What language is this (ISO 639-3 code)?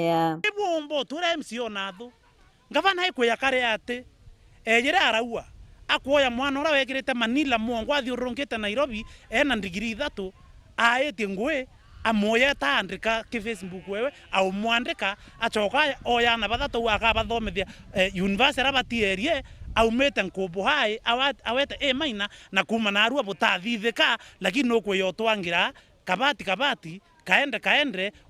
mer